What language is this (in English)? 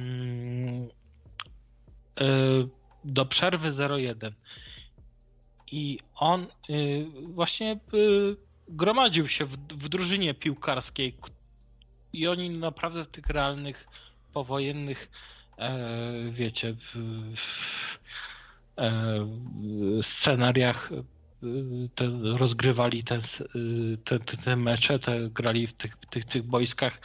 Polish